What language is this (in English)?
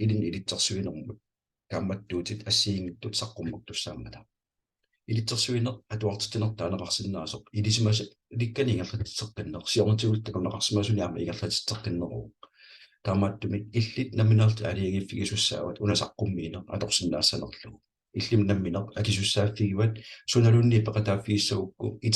Kalaallisut